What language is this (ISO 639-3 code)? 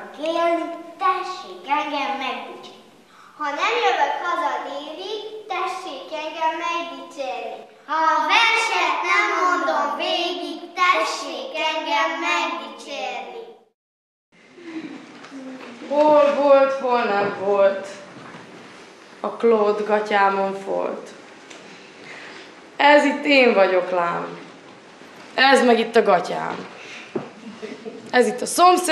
hun